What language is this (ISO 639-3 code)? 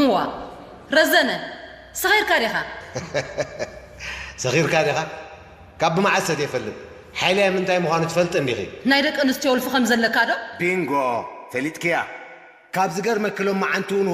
tir